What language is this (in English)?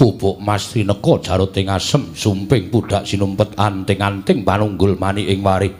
Javanese